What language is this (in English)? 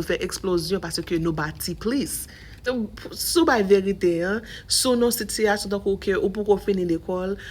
Haitian Creole